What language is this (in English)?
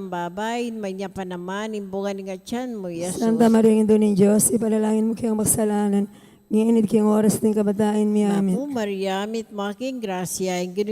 Pampanga